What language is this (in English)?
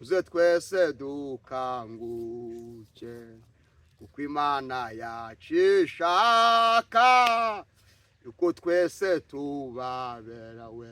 Kinyarwanda